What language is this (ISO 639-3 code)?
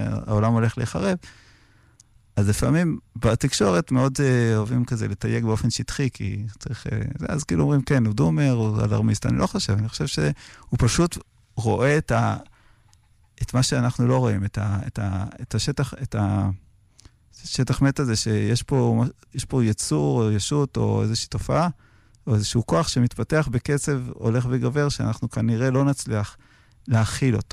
heb